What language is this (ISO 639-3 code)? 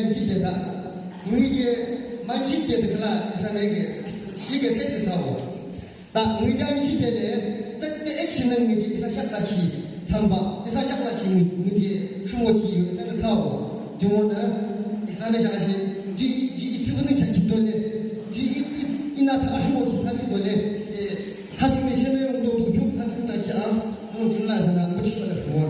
yim